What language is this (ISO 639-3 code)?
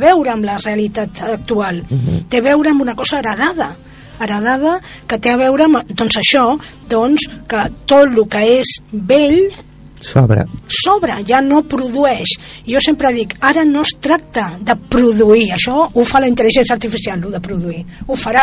cat